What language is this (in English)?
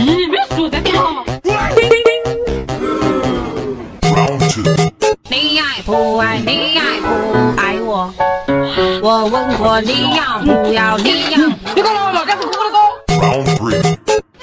Chinese